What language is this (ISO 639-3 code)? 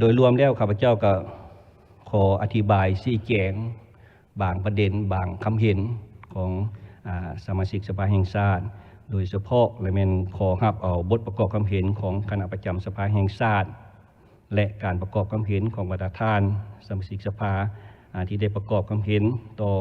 lao